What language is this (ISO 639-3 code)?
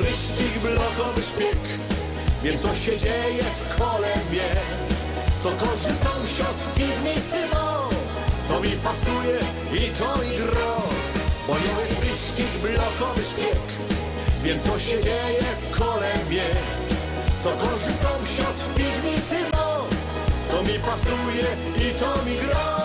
szl